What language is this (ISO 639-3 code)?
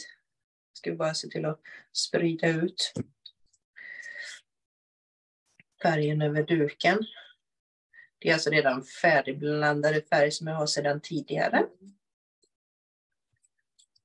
swe